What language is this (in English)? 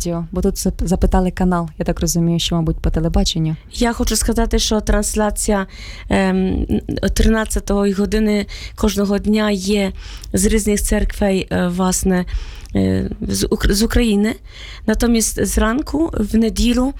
Ukrainian